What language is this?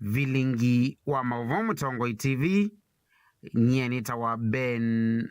Kamba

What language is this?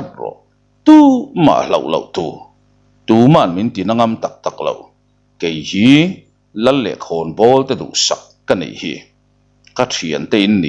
Mizo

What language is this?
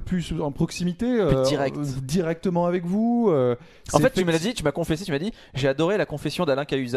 French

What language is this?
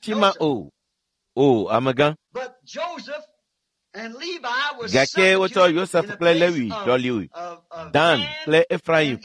Ewe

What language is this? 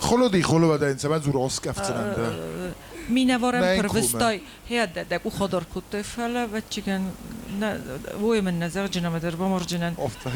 Ossetic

